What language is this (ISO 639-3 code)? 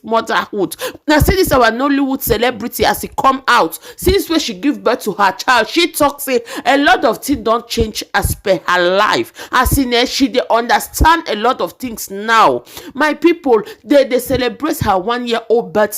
pcm